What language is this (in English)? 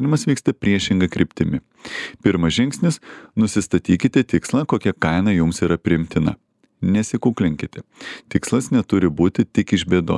Lithuanian